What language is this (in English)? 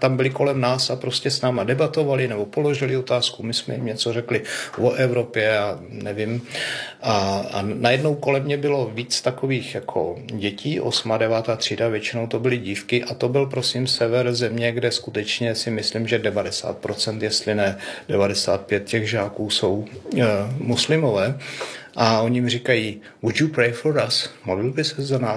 Czech